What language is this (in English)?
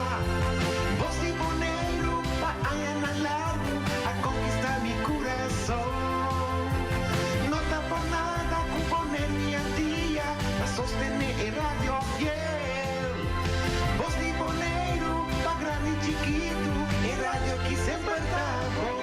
Papiamento